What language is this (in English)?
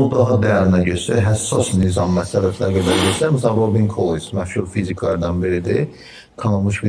Azerbaijani